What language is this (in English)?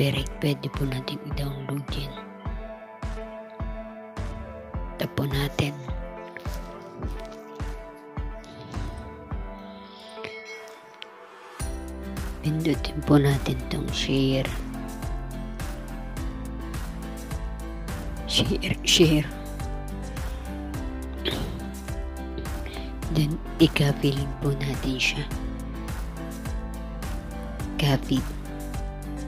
Filipino